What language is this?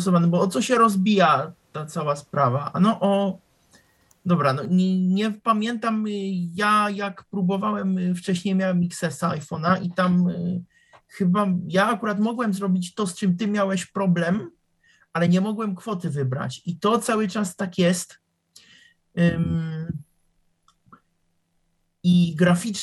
Polish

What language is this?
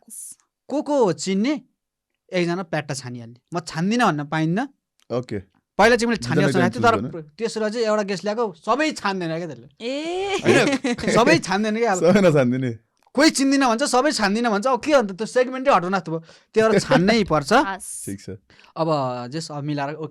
Nepali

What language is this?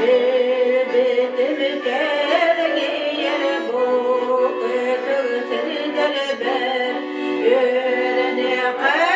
Yakut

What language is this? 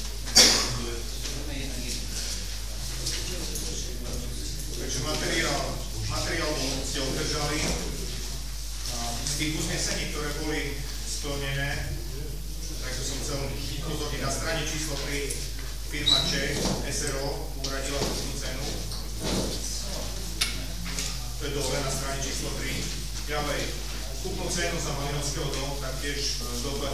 Slovak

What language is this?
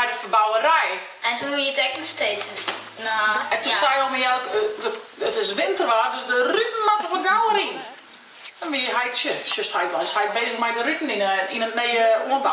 Western Frisian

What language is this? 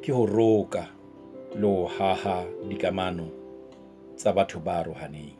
Southern Sotho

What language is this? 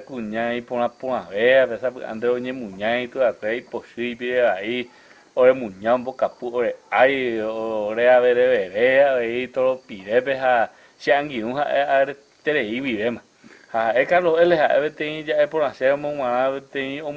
Guarani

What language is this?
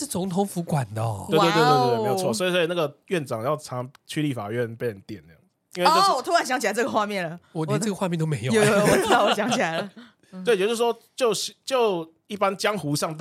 Chinese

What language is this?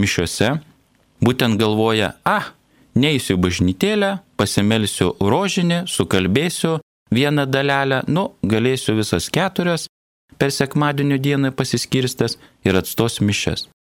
Lithuanian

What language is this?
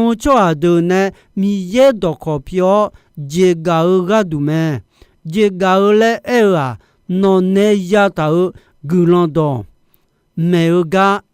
Akha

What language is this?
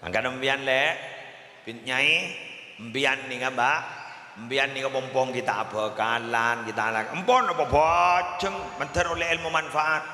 Madurese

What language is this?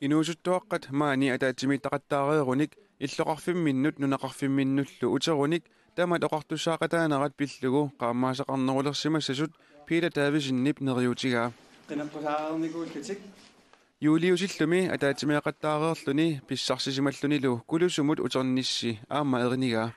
Kalaallisut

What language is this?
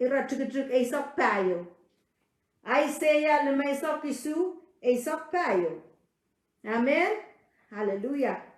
Pohnpeian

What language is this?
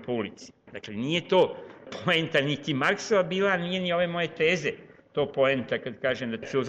Serbian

